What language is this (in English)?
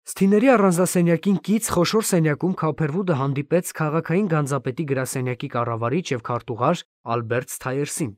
Armenian